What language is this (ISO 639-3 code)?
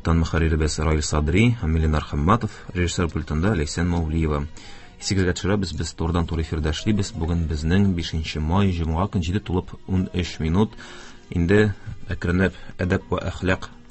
tat